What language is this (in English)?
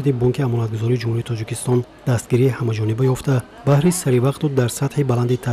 Tajik